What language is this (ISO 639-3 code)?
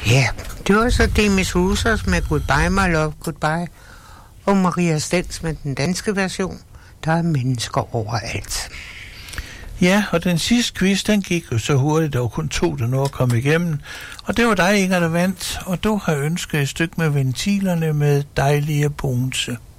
dan